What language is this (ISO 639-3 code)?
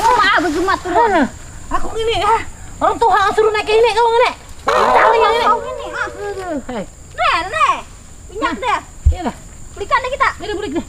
bjn